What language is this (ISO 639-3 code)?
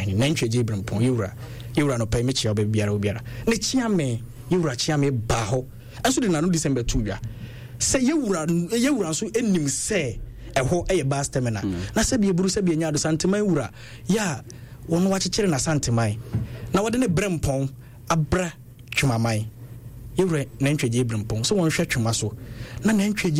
aka